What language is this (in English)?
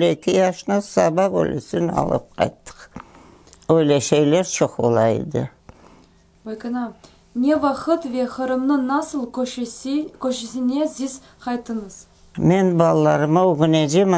Crimean Tatar